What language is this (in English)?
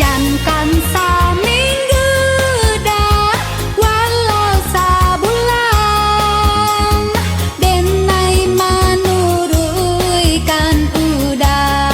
Minangkabau